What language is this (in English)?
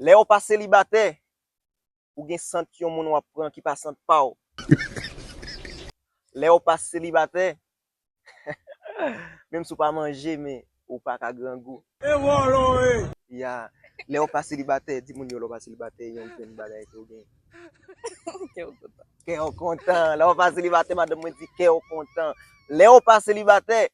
Haitian Creole